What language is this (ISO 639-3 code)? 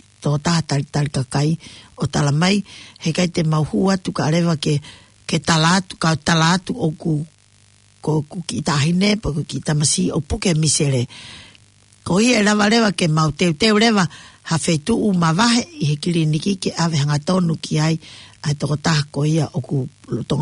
ton